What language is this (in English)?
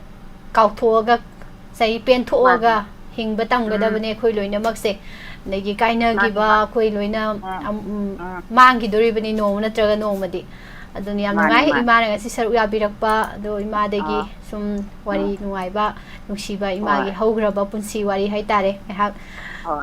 Manipuri